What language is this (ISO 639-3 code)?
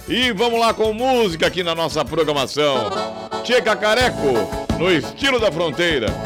por